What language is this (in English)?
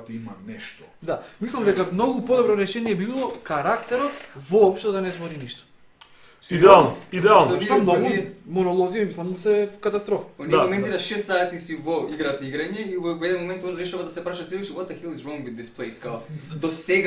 Macedonian